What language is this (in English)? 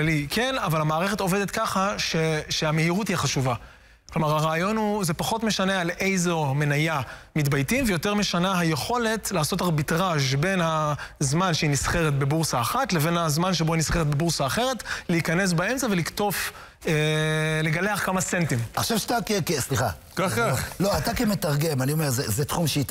Hebrew